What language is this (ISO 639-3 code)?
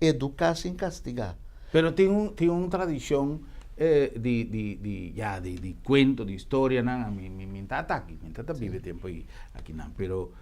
pap